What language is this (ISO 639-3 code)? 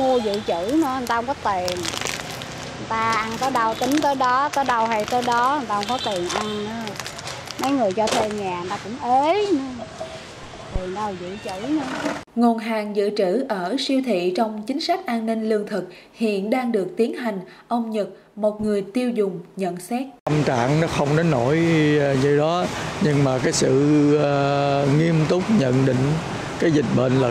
vie